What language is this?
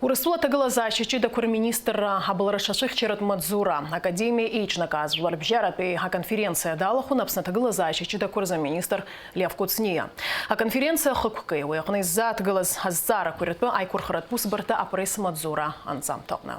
Abkhazian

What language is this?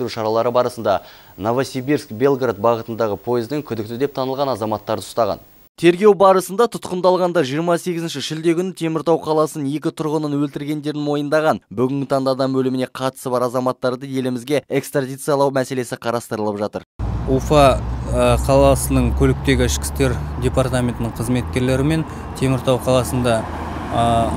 Kazakh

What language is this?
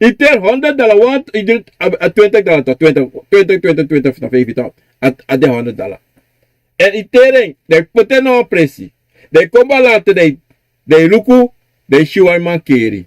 Sranan Tongo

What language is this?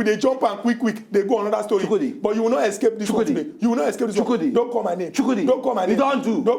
Nigerian Pidgin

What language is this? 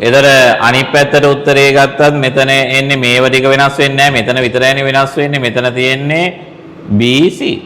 Sinhala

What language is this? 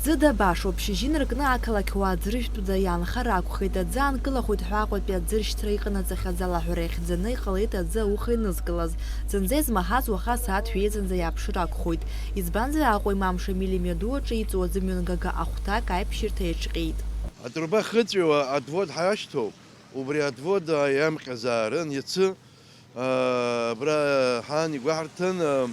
Abkhazian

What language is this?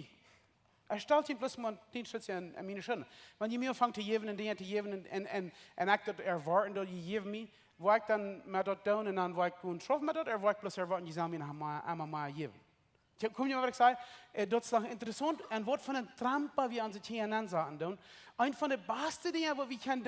Plautdietsch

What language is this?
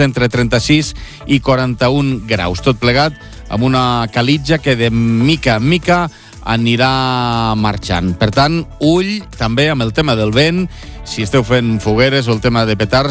Catalan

